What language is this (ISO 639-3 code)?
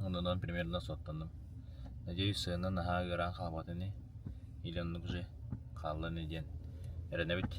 sah